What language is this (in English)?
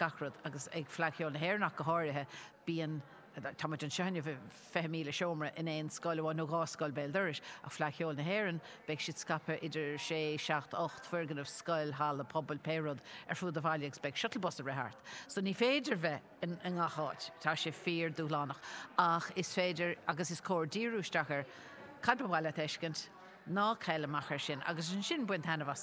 Irish